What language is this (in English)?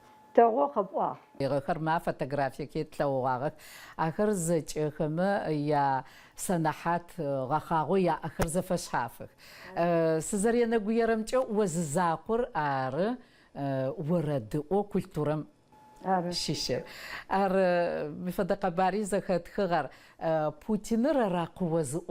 Adyghe